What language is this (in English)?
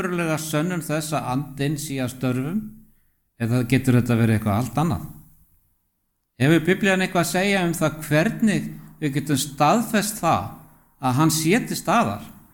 Icelandic